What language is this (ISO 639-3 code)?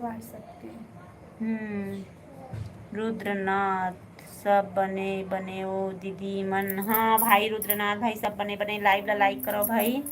hne